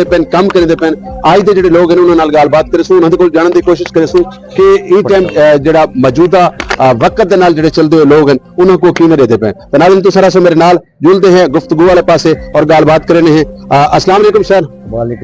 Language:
Saraiki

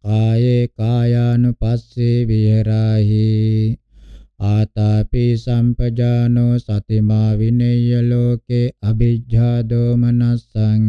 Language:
Pali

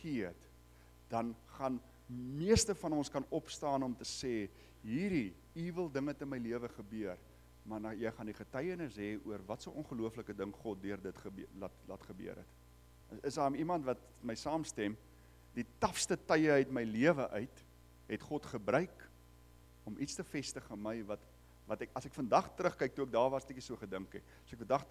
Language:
Afrikaans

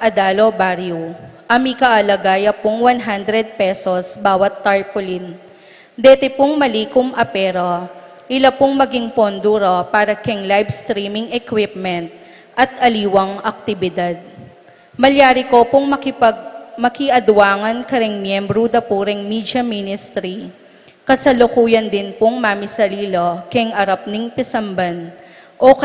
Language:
Pampanga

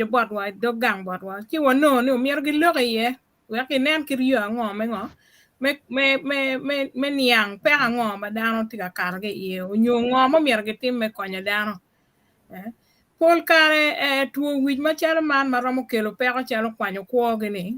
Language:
Acoli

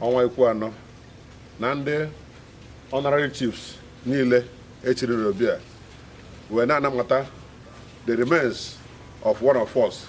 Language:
Igbo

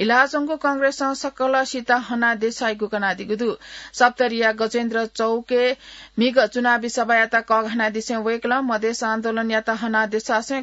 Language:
Newari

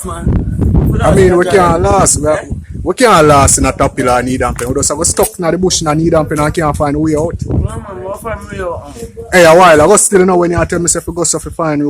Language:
Jamaican Creole English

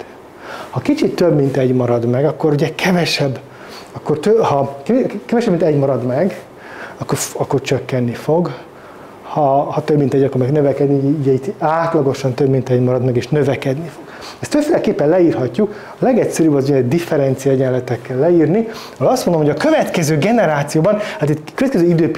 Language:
Hungarian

